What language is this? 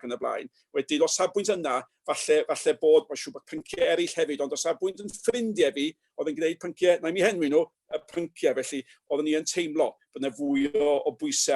Welsh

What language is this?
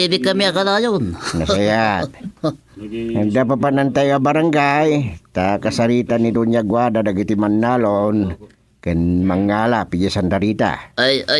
Iloko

